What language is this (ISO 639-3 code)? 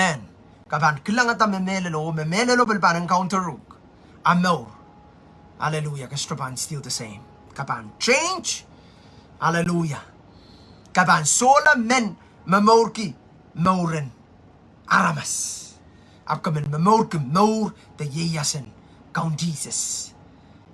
pon